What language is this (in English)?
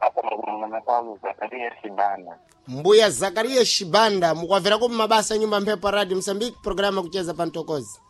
Sena